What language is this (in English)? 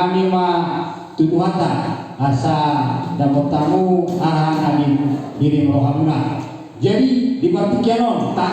Batak Toba